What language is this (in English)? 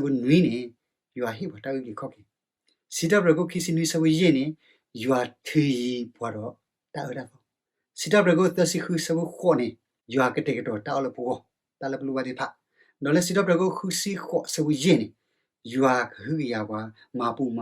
S'gaw Karen